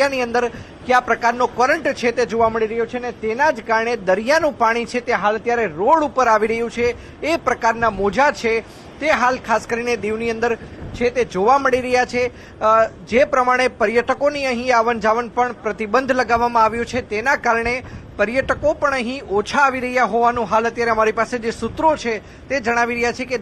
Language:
Gujarati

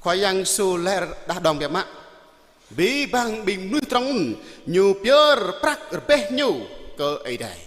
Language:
Jarai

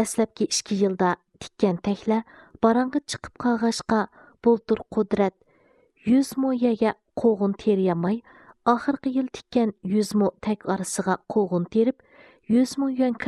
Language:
Uyghur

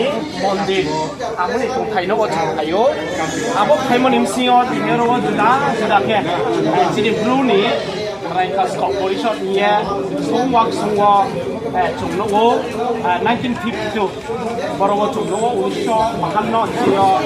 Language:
Riang (India)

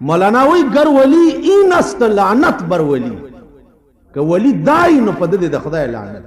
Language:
Pashto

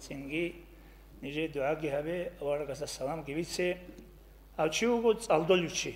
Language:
Avaric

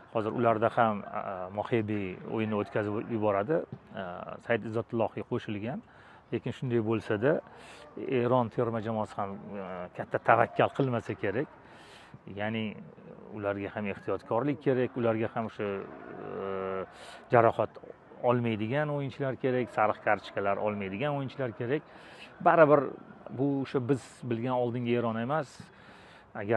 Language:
Uzbek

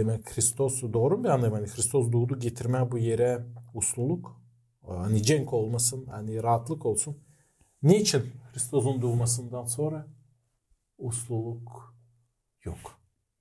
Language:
Gagauz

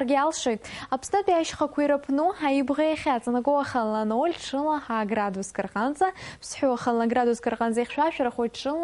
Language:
Abkhazian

